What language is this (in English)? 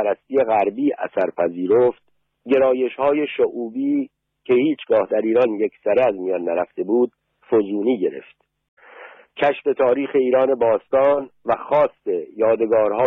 Persian